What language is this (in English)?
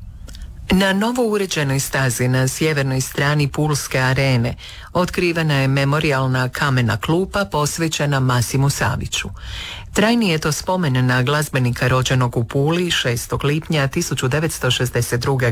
Croatian